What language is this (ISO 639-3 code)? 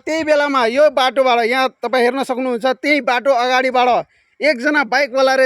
nep